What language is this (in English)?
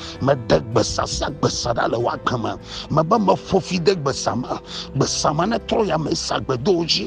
Ewe